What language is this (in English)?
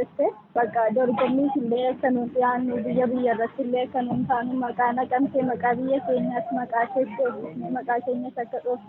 Oromo